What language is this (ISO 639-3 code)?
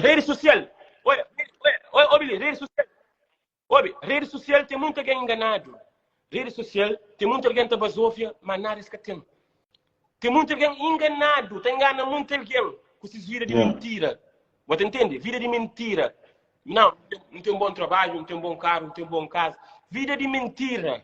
kea